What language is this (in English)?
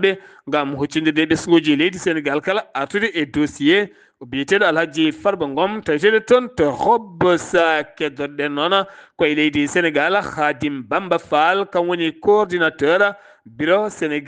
Fula